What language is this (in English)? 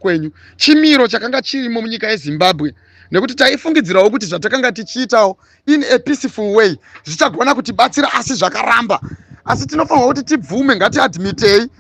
Shona